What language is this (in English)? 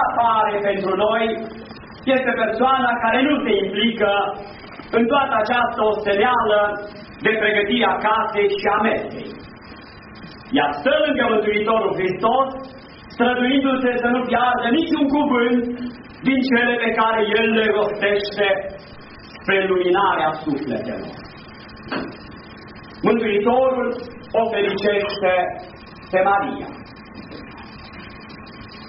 Romanian